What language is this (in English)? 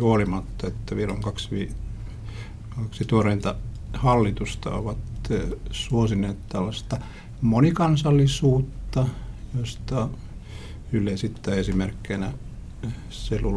Finnish